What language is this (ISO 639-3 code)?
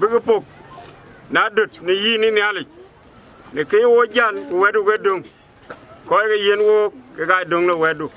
nus